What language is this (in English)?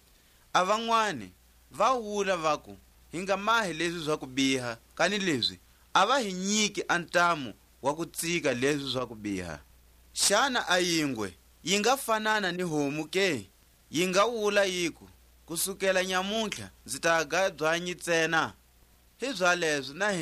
Tswa